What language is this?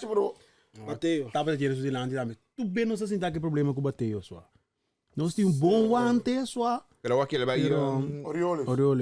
Papiamento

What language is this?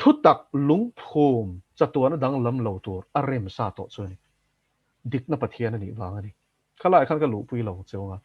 Mizo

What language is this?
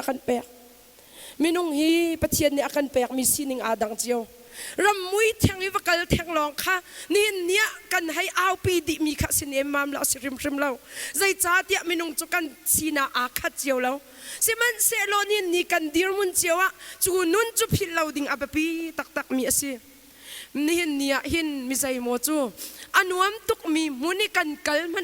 Hakha Chin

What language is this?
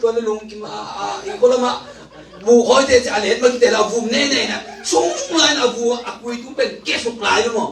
Tedim Chin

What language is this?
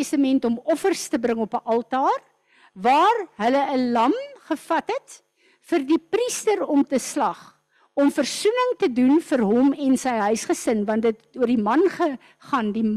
Afrikaans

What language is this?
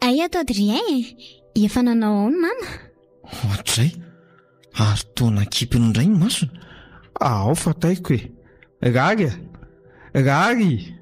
Malagasy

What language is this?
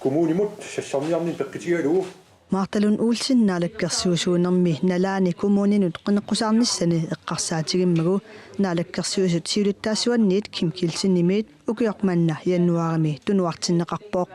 Kalaallisut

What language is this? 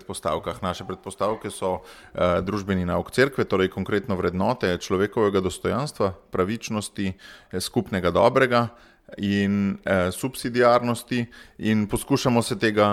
Slovenian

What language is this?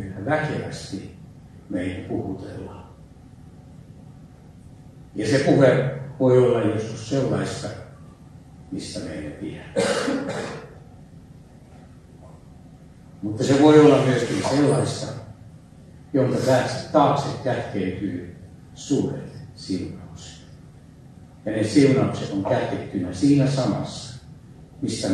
Finnish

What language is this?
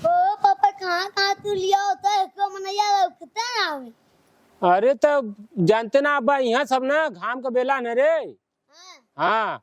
Bhojpuri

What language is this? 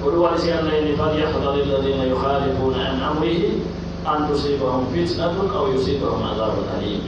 Pular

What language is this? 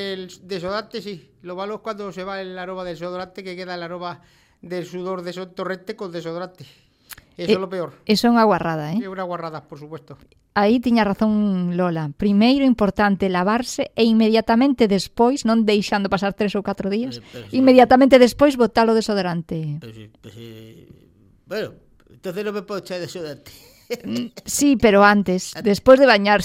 Galician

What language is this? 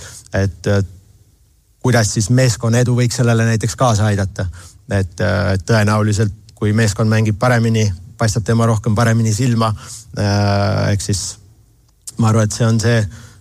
Estonian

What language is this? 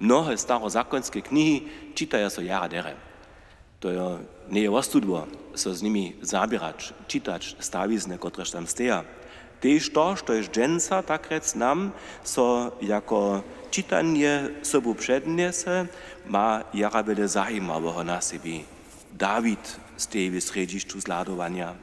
Upper Sorbian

